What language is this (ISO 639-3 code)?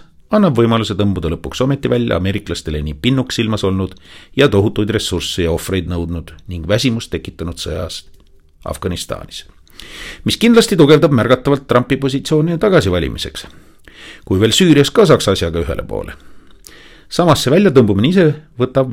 est